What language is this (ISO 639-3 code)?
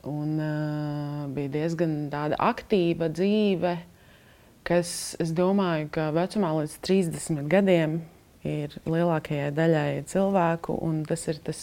lav